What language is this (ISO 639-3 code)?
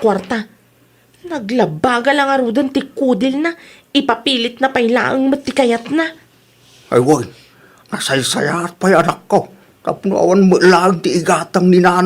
ilo